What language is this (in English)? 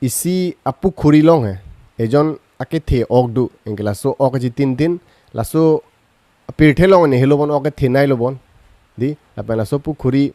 Karbi